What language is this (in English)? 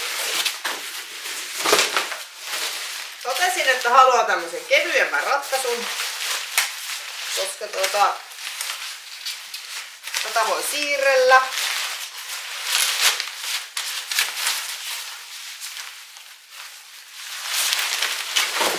Finnish